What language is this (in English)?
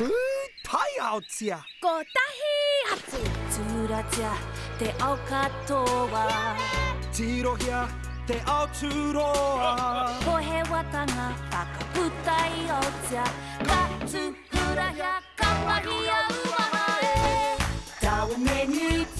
Māori